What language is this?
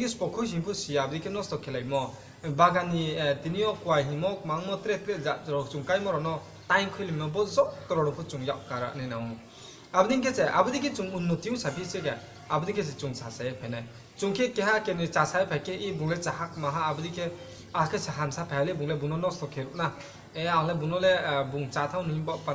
Riang (India)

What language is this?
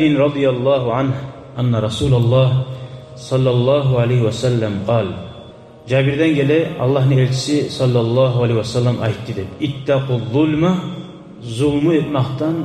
Kumyk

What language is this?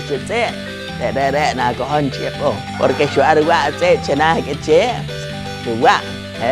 Poqomchi'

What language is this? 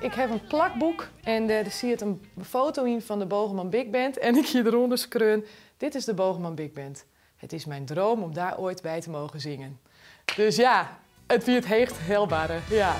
Western Frisian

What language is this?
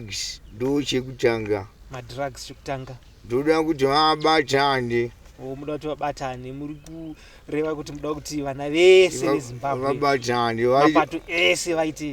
Shona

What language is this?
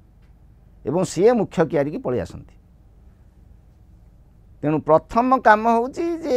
Odia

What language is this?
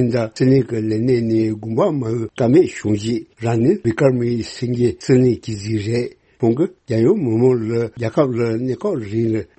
Tibetan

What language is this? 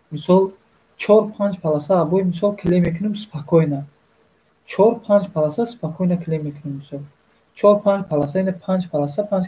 Tajik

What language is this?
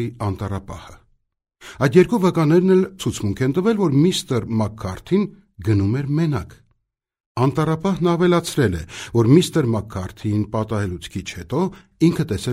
Armenian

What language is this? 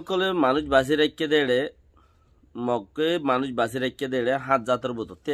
Rohingya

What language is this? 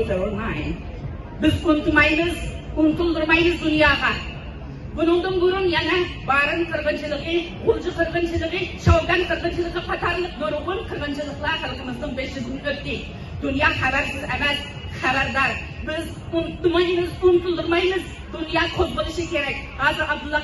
Uyghur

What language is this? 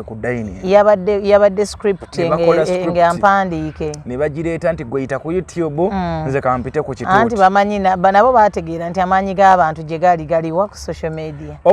Ganda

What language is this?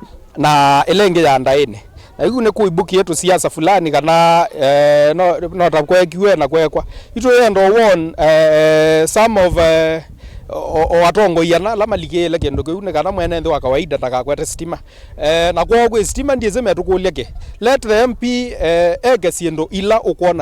Kamba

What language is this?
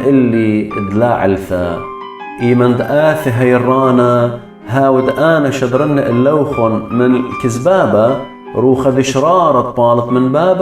Assyrian Neo-Aramaic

